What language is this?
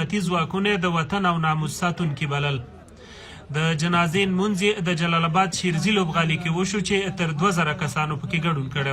Pashto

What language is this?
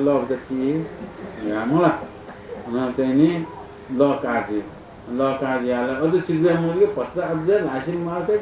Newari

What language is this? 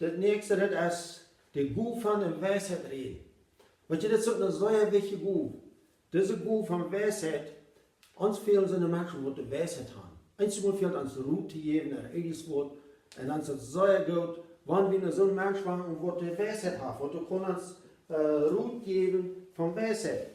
Plautdietsch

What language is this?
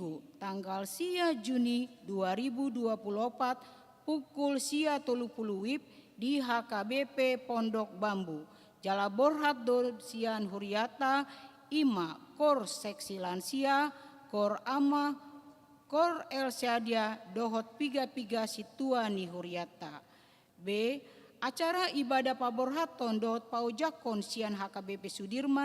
Batak Toba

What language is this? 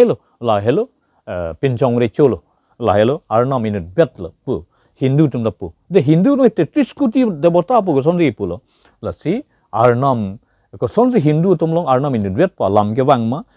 Karbi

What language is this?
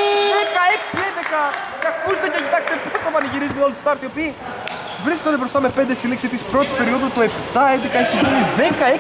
Greek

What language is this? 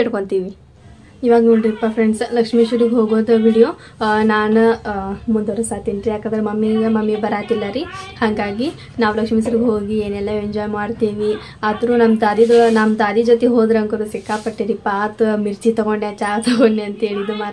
Kannada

